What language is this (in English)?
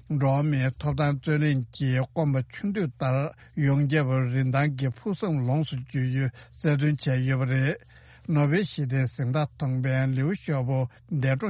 Tibetan